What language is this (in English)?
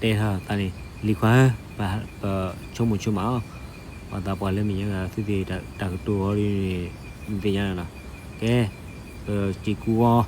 S'gaw Karen